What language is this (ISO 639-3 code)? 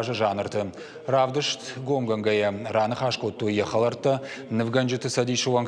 oss